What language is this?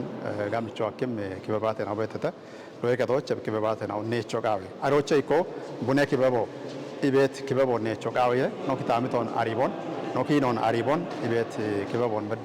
Kafa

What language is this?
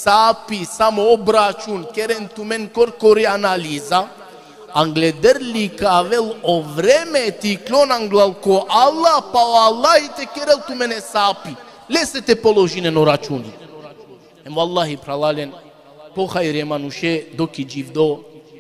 Balkan Romani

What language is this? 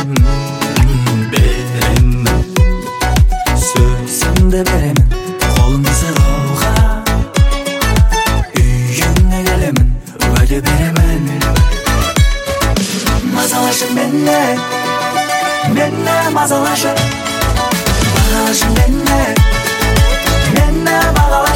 Kazakh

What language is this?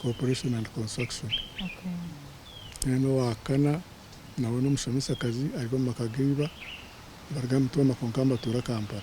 Nyankole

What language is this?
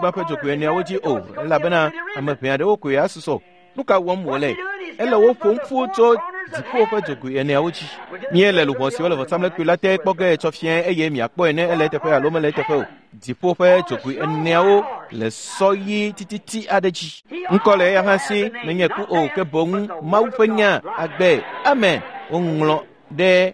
Ewe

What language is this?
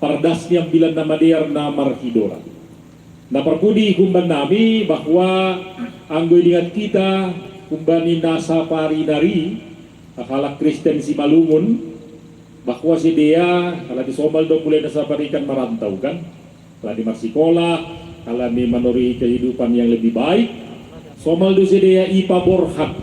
Batak Simalungun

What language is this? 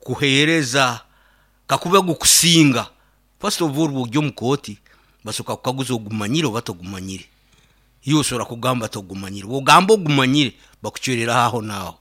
Nyankole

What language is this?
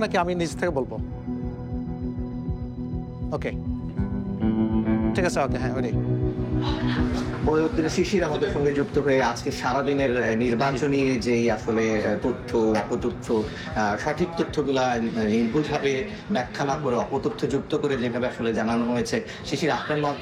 Bangla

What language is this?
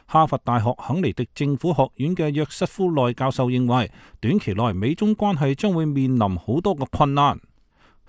Cantonese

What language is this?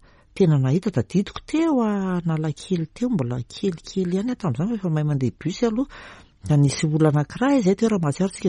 Malagasy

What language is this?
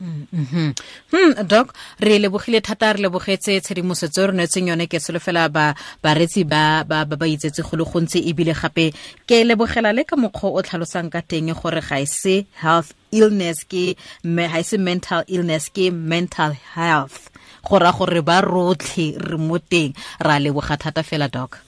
Tswana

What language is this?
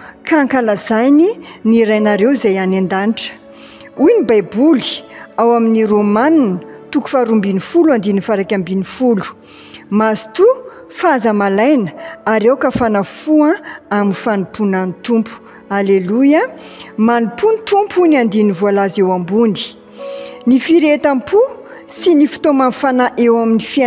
Malagasy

